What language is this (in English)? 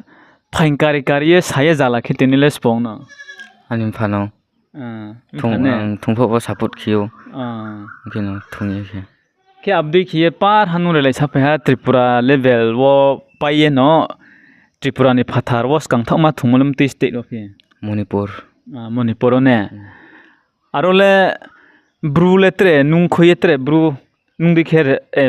Riang (India)